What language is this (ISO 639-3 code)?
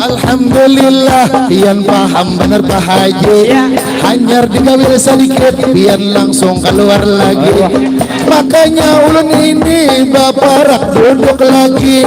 bjn